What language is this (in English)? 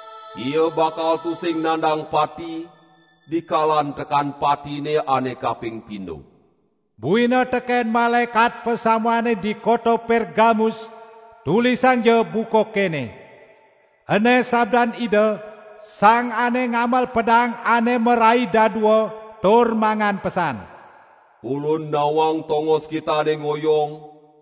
Balinese